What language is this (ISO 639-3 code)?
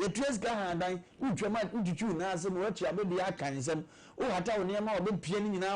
aka